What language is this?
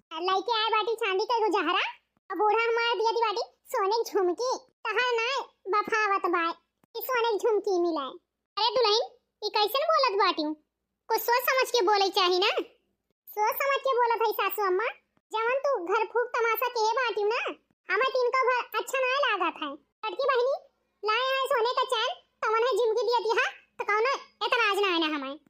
Awadhi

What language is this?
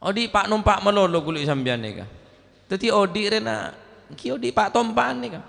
Madurese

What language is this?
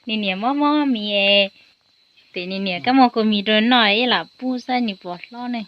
Hmong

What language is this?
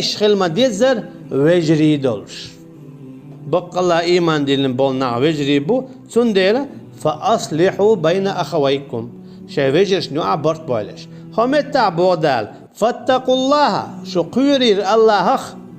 Chechen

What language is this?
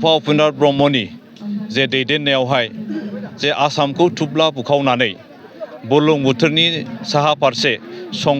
Bodo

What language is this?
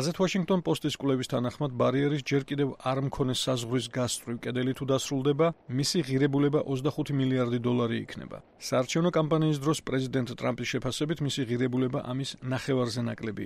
Georgian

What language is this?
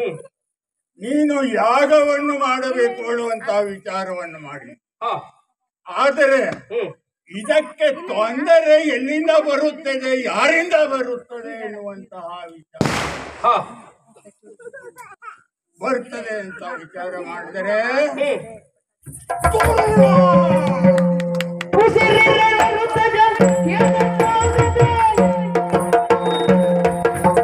Kannada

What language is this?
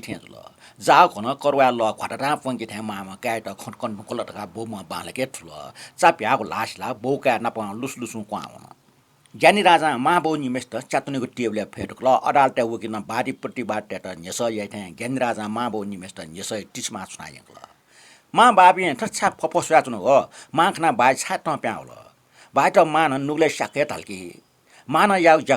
Newari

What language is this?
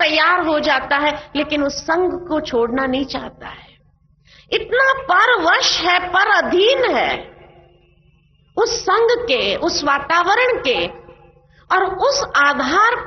Hindi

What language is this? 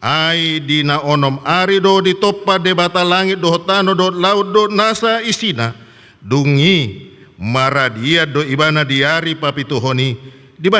Batak Toba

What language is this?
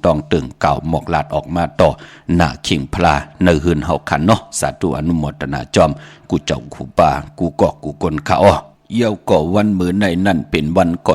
Shan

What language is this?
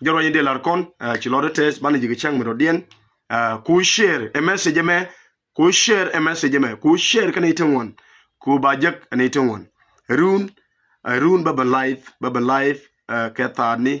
Nuer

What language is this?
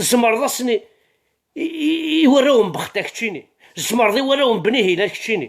Kabyle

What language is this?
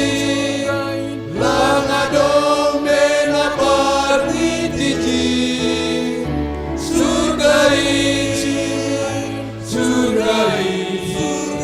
Batak Simalungun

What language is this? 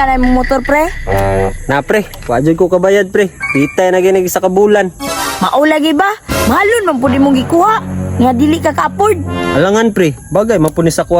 Cebuano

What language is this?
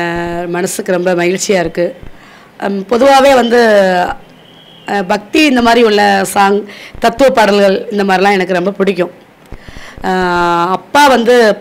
Tamil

